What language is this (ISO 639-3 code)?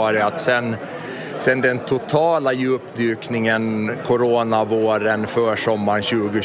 swe